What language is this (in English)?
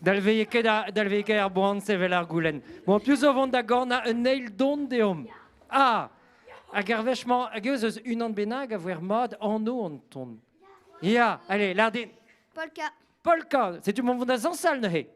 Breton